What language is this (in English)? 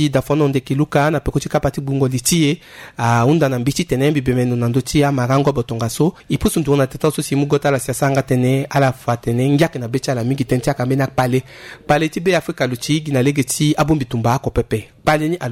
Sango